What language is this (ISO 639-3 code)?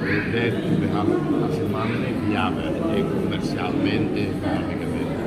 tet